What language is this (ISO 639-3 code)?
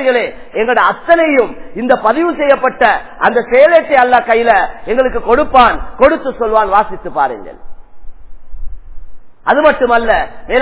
tam